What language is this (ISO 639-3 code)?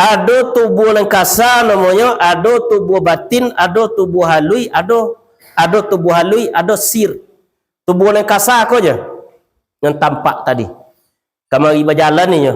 min